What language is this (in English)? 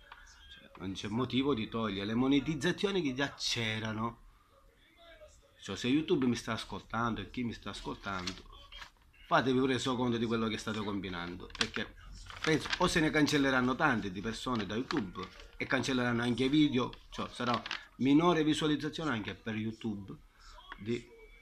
Italian